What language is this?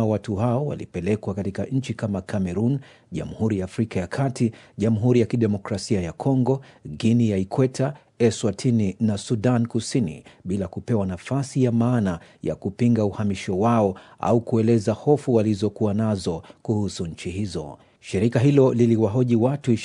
Swahili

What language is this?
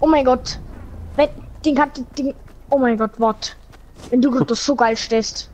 Bavarian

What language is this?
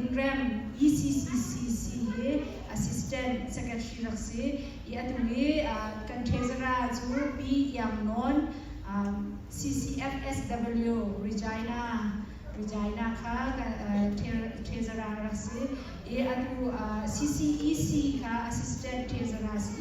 Hakha Chin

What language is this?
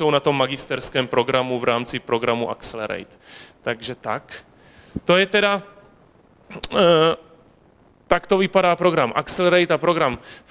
Czech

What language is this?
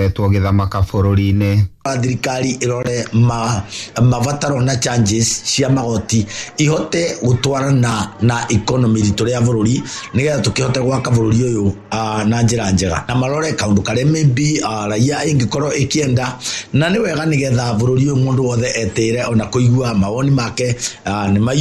Kikuyu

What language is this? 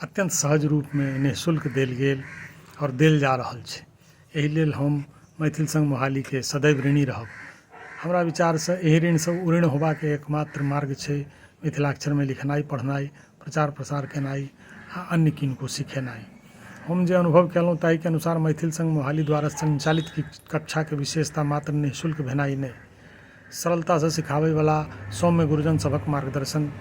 Maithili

